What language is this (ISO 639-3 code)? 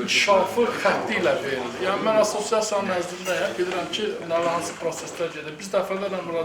aze